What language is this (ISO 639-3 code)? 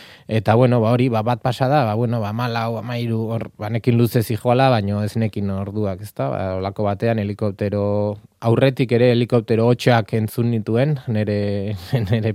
eus